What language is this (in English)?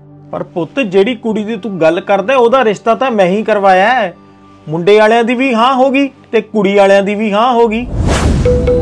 Punjabi